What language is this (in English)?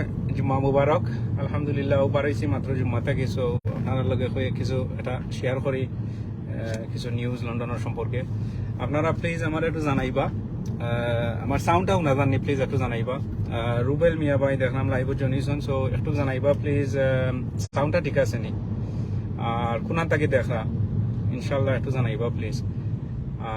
Sylheti